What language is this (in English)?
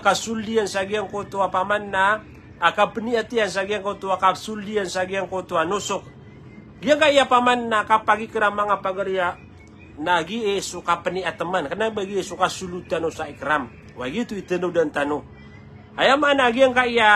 Maranao